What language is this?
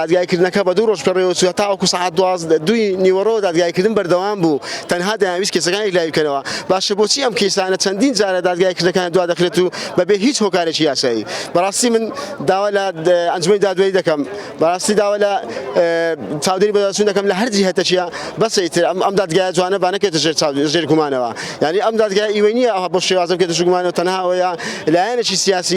Central Kurdish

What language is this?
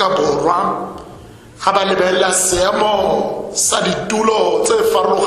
Tswana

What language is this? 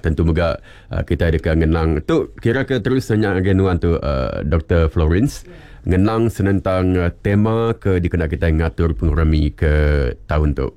Iban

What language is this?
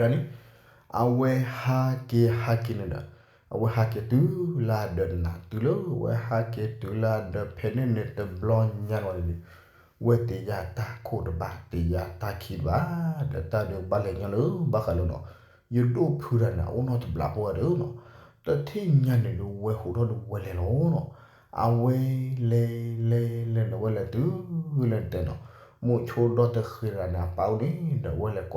S'gaw Karen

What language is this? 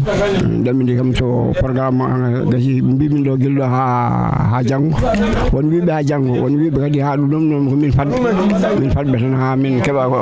Fula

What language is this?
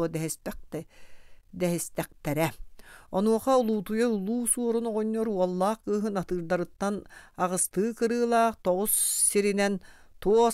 Yakut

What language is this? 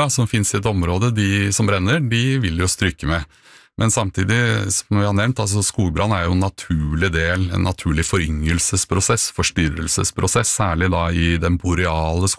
Norwegian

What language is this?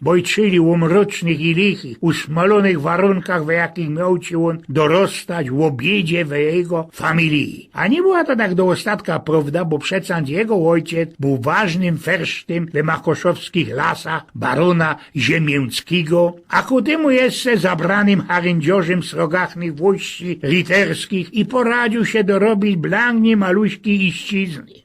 Silesian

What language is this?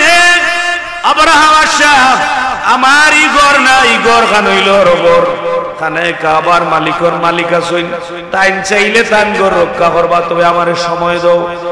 Sylheti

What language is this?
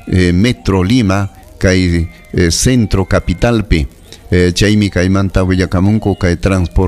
Ayacucho Quechua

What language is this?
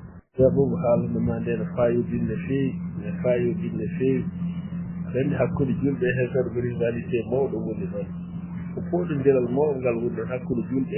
Fula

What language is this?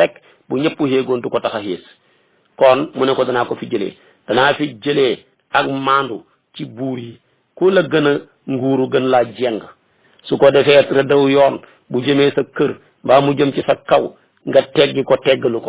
Wolof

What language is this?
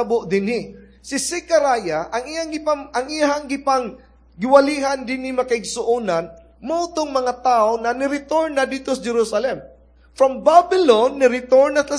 Cebuano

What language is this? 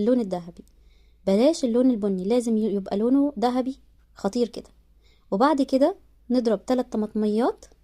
Egyptian Arabic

